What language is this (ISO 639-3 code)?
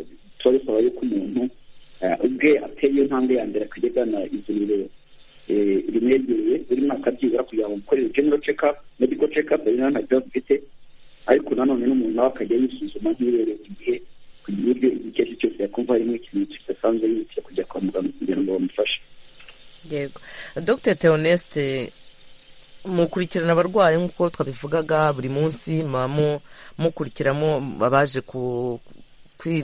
kin